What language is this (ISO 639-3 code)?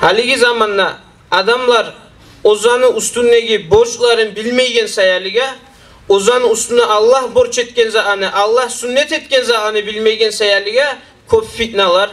kum